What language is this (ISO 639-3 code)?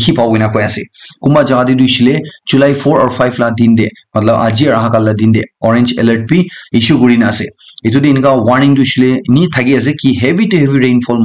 nag